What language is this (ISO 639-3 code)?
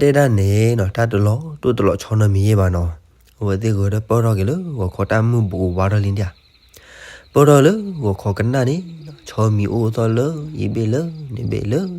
ksw